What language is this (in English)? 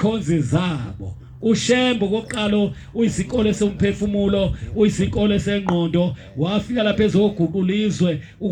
Zulu